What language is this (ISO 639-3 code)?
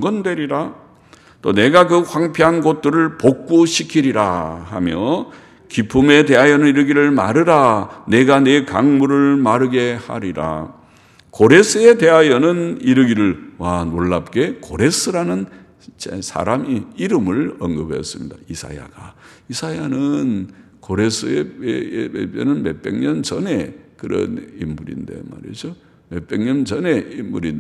kor